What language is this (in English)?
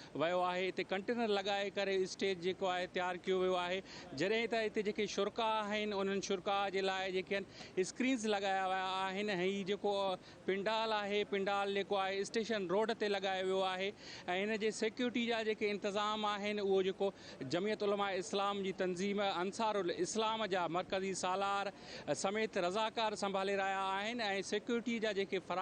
Sindhi